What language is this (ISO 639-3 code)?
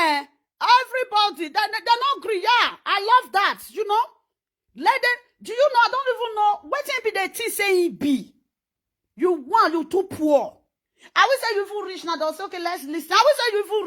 pcm